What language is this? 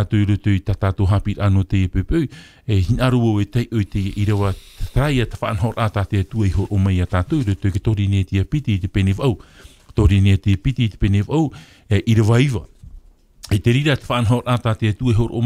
Tahitian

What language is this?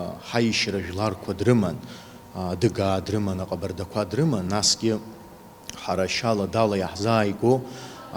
Abkhazian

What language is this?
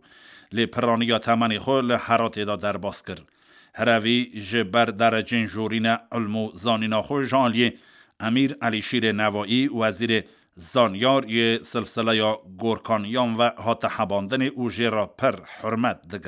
Kurdish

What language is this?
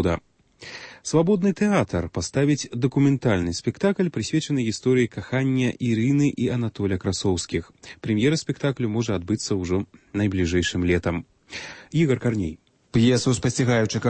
Belarusian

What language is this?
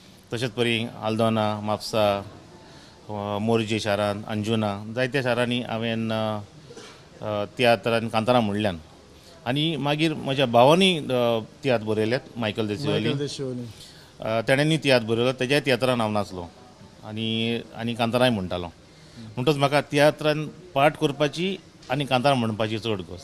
Konkani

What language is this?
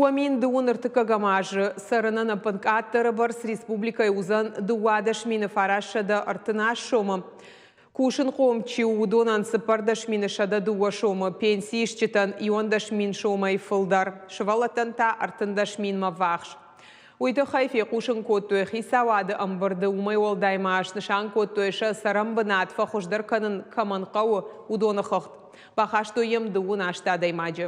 Ossetic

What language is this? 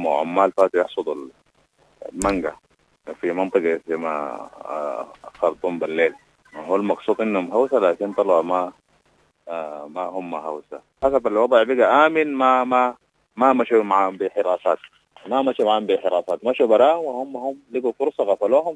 Sudanese Arabic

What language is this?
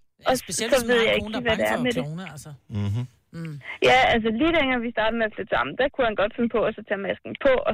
Danish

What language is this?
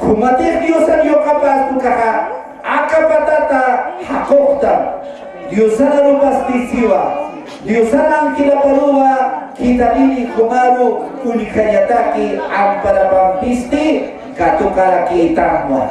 Aymara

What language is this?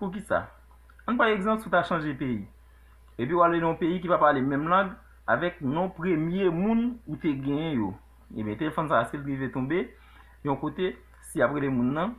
Haitian Creole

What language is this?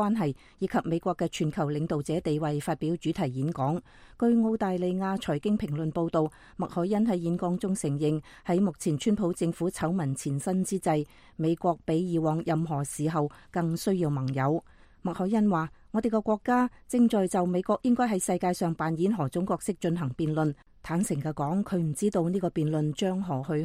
Cantonese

